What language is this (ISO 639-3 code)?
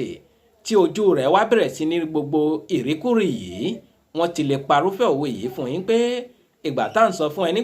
yor